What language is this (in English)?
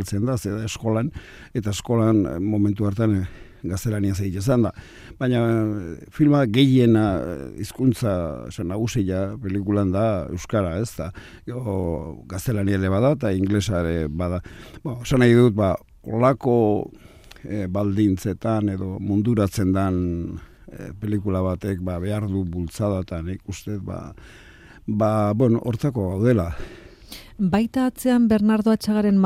Basque